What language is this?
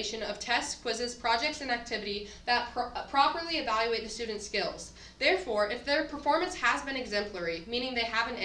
English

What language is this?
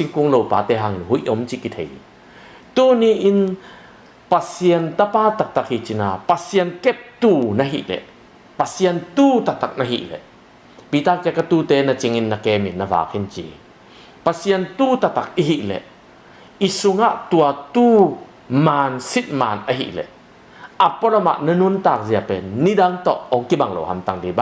Tedim Chin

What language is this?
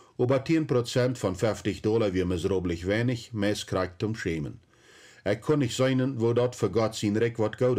Plautdietsch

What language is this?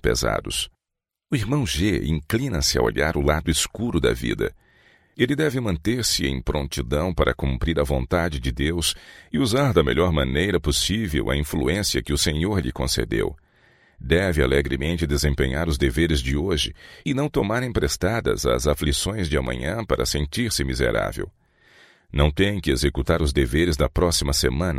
Portuguese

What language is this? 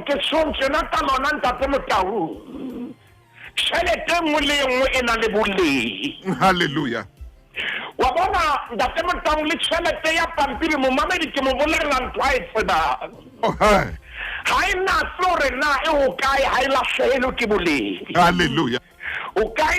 Southern Sotho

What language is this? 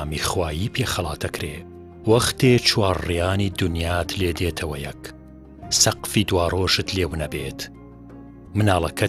Central Kurdish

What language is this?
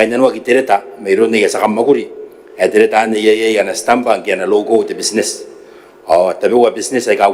Gilbertese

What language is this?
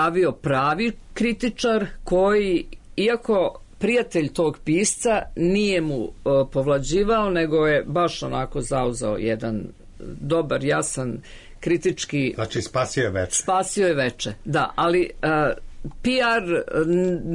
Serbian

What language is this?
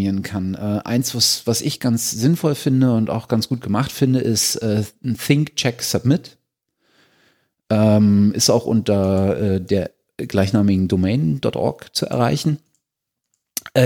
German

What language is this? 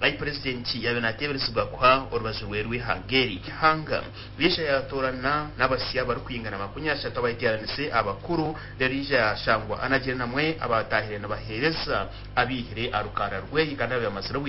Nyankole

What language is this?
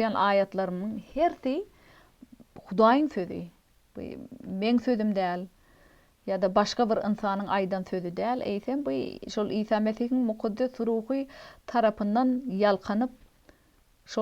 Turkmen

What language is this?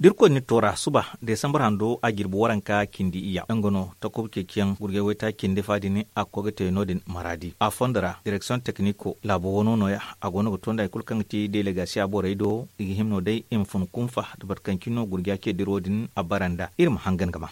Zarma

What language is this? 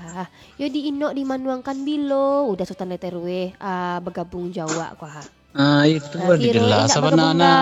Minangkabau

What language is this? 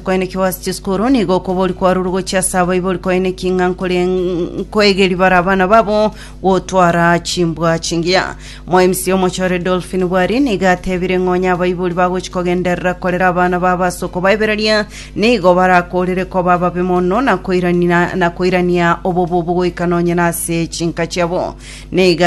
Gusii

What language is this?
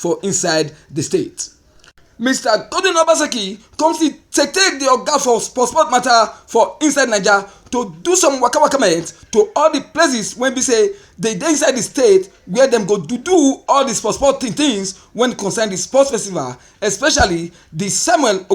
Nigerian Pidgin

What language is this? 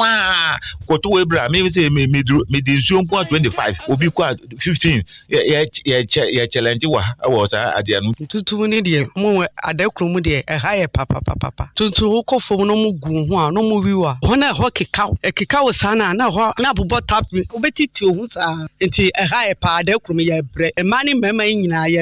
Akan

